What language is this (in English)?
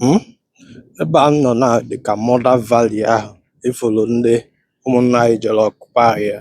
Igbo